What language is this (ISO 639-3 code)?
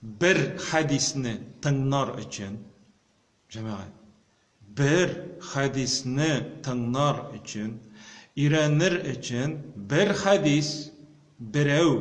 tat